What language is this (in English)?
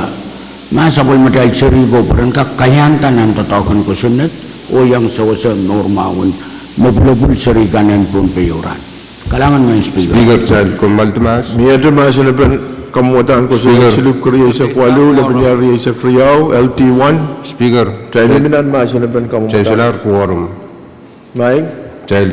Pohnpeian